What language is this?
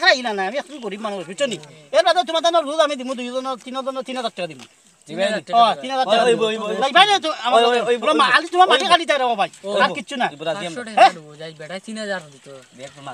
Sylheti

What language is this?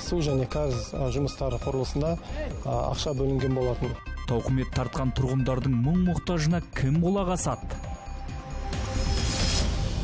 Kazakh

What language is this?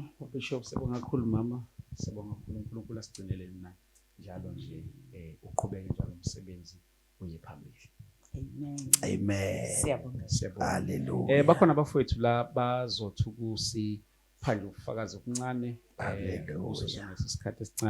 Zulu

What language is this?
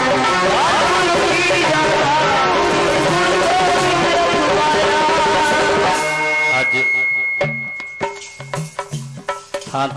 Punjabi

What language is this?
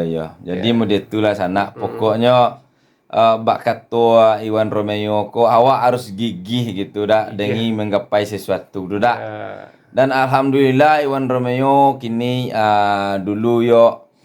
Minangkabau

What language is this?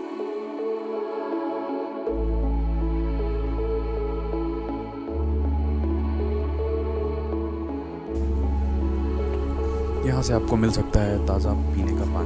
Hindi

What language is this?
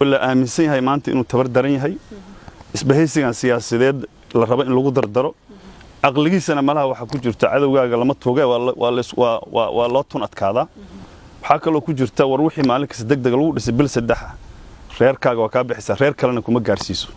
Somali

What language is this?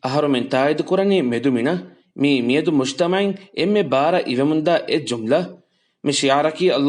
Divehi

